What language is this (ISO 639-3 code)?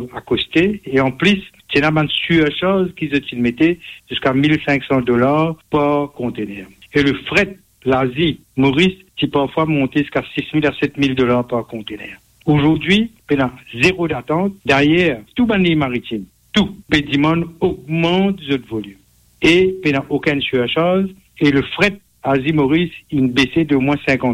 mfe